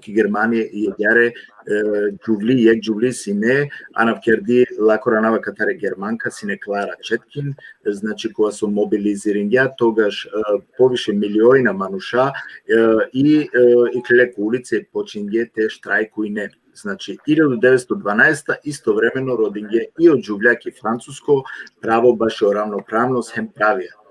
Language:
Balkan Romani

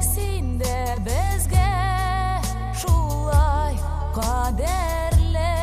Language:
Tatar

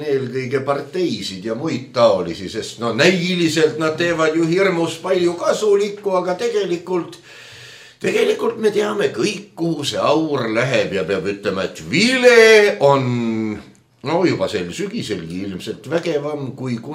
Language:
Estonian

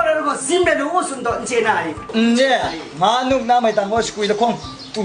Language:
Kachin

